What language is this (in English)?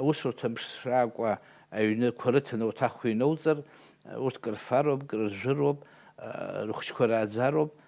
Abkhazian